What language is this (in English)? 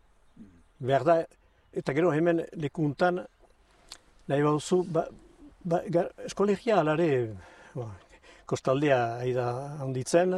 Basque